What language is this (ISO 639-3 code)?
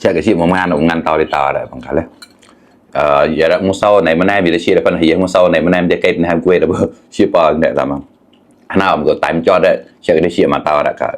mnw